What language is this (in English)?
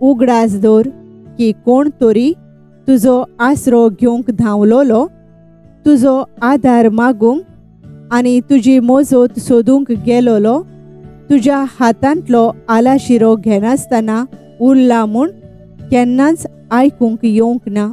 Konkani